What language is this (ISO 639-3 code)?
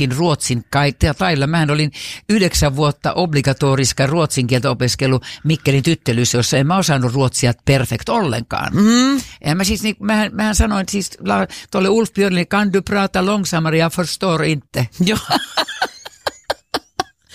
fin